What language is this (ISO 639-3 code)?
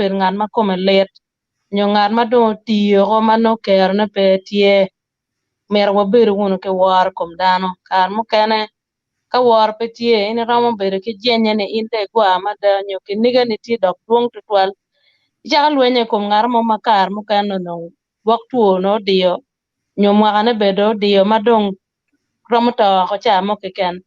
ach